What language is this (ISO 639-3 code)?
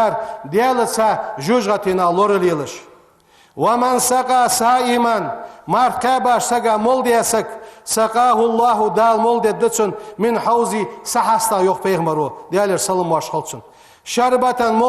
inh